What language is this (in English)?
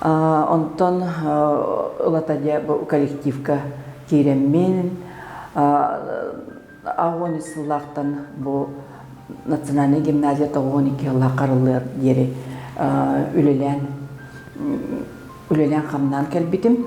Yakut